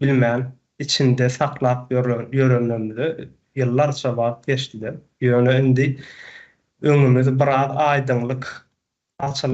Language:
Turkmen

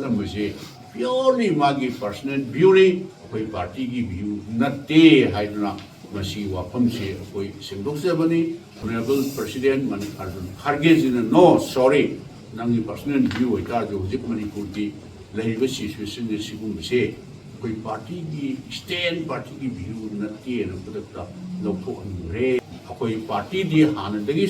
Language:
Manipuri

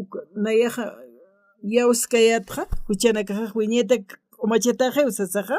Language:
Aymara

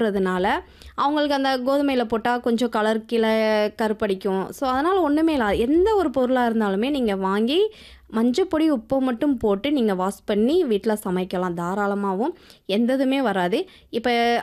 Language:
Tamil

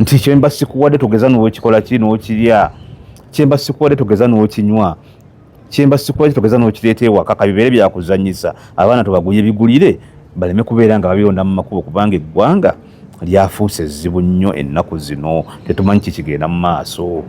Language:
Ganda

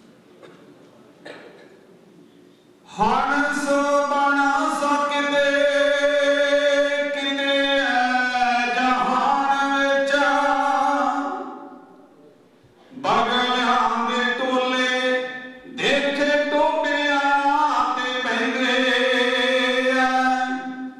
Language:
Punjabi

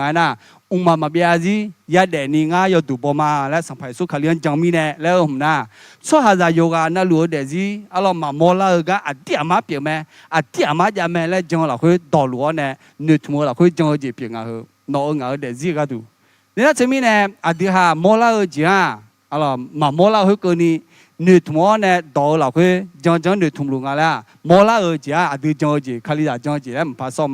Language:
Akha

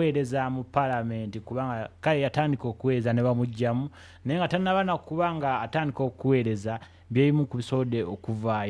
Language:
Ganda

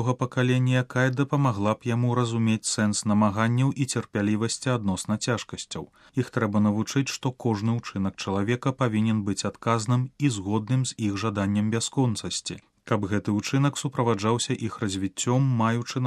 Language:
Belarusian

